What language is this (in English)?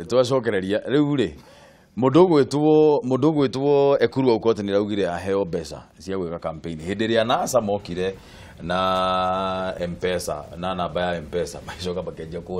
Kikuyu